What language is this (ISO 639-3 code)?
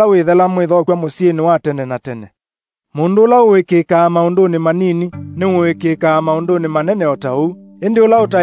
kam